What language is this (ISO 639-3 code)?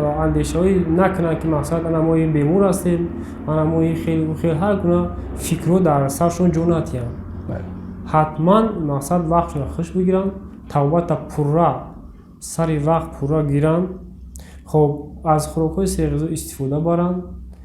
tgk